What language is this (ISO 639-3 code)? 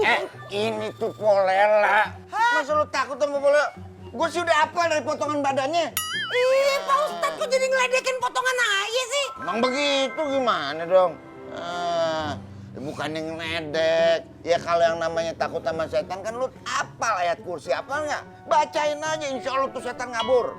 bew